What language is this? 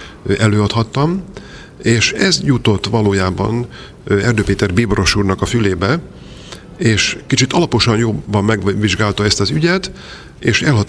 Hungarian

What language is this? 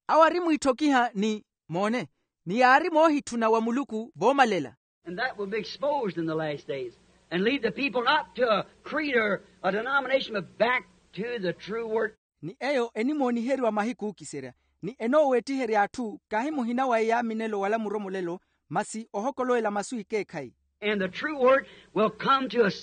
Makhuwa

